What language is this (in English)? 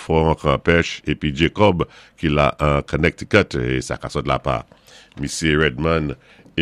Saint Lucian Creole French